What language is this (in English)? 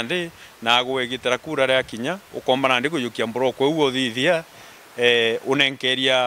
Meru